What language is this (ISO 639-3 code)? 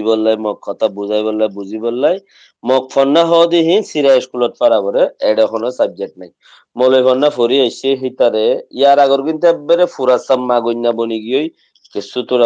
rhg